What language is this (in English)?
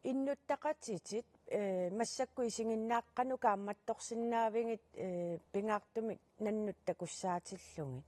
Kalaallisut